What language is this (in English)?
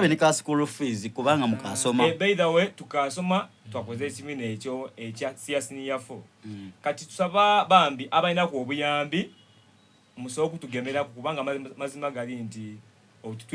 Soga